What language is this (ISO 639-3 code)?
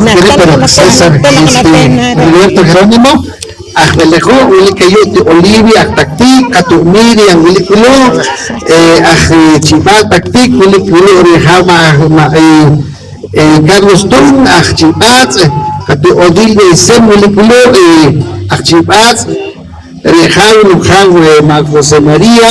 poh